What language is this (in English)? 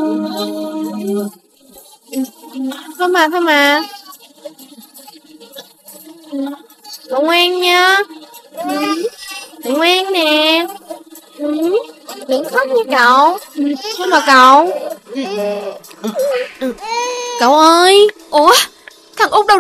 Vietnamese